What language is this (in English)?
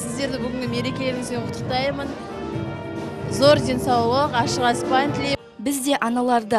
Kazakh